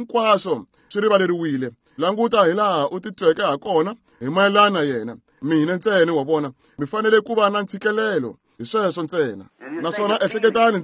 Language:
Tsonga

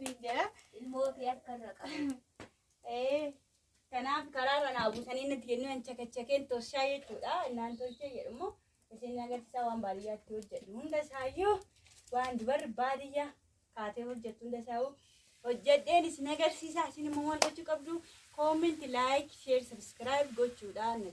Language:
Oromo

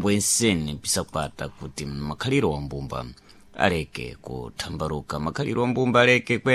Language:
Sena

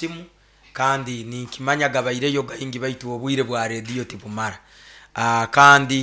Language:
Nyoro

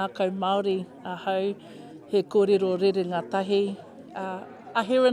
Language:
Māori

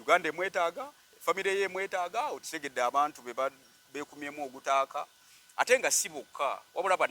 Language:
Ganda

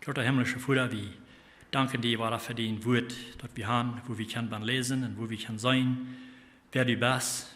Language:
Plautdietsch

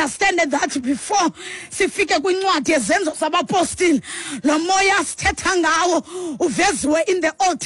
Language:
Xhosa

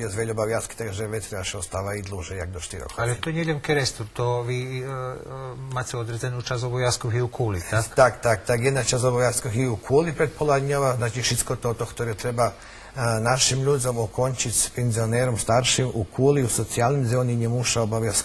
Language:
Rusyn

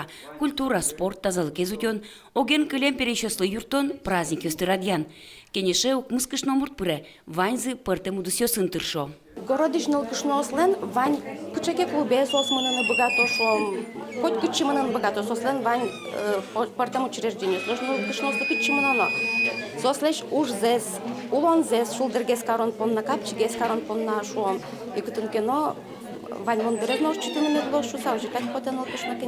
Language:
Udmurt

